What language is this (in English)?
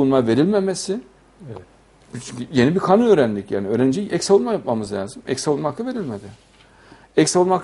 Turkish